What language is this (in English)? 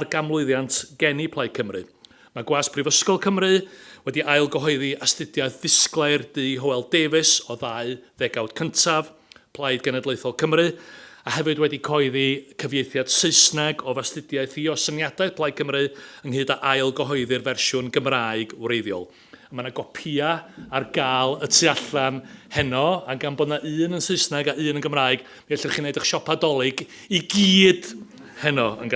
Welsh